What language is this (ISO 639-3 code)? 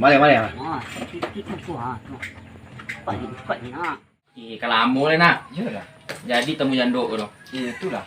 min